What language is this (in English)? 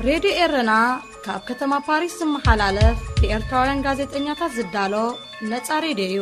Tigrinya